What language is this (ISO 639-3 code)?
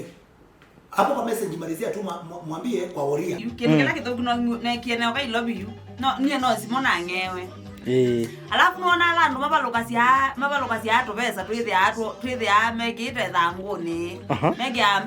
kam